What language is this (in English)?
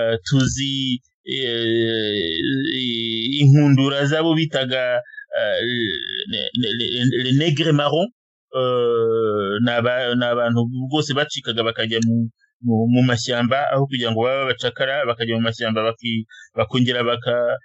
Kinyarwanda